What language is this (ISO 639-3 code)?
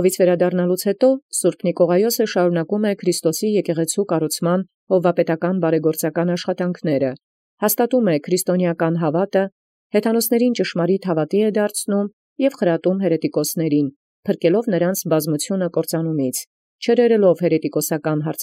hye